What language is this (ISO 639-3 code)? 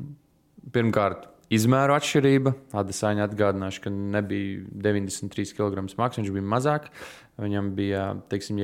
lav